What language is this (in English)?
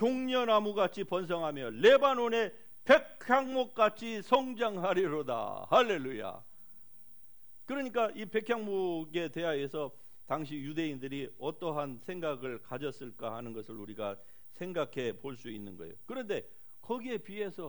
Korean